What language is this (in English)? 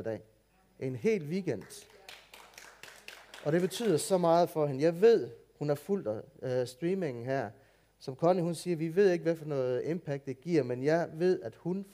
Danish